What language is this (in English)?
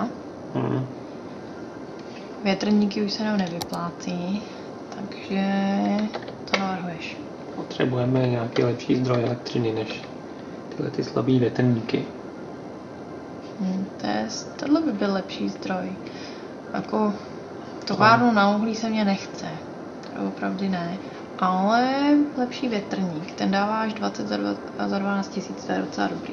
Czech